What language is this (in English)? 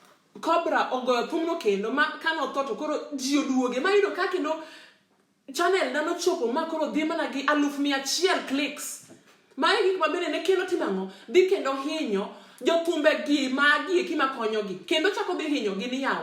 Luo (Kenya and Tanzania)